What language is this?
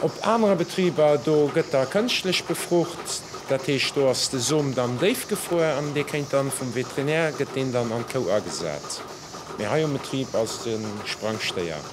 Luxembourgish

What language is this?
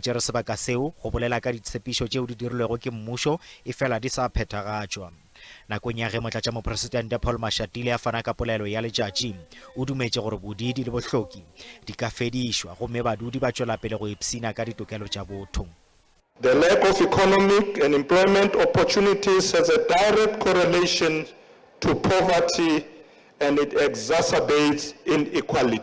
Northern Sotho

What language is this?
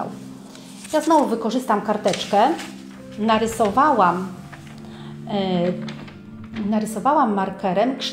Polish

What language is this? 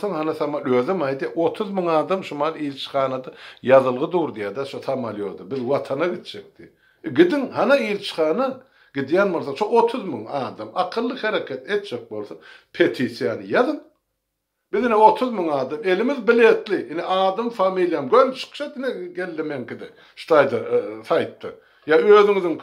Turkmen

